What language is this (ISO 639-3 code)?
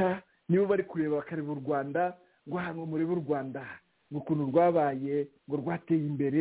kin